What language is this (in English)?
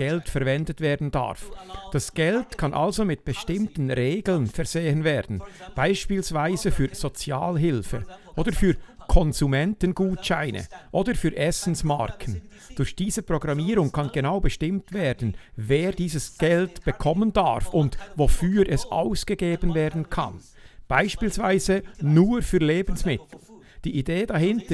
Swiss German